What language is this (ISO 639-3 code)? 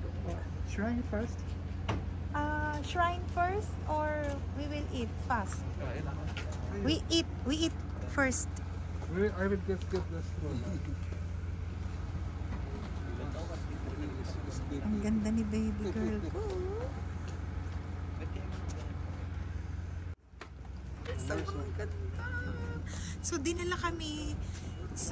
fil